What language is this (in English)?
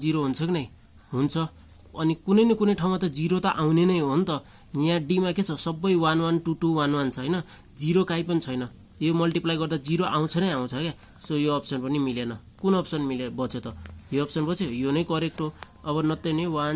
Nepali